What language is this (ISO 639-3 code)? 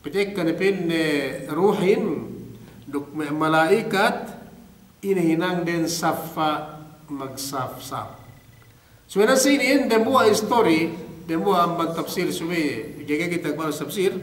yka